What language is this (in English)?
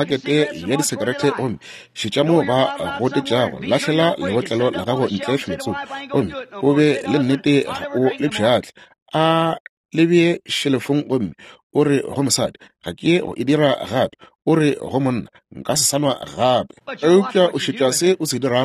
Northern Sotho